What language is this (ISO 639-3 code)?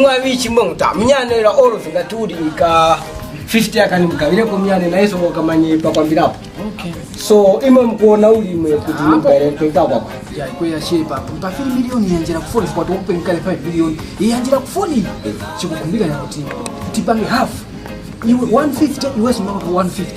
tum